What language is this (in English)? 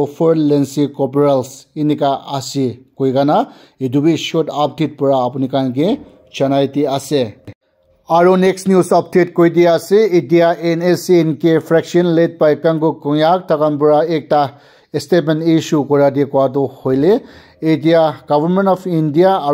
Naga Pidgin